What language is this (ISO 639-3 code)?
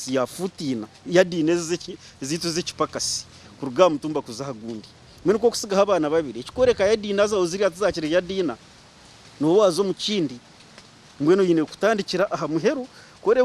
nyn